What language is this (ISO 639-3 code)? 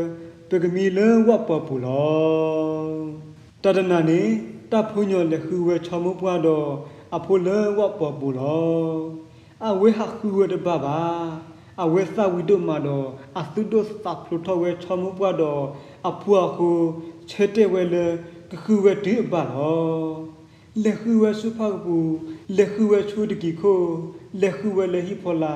ksw